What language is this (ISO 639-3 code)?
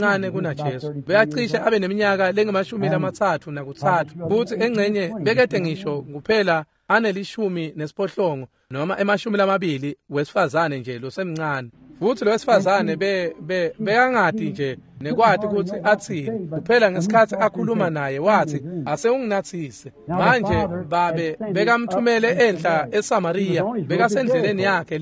ssw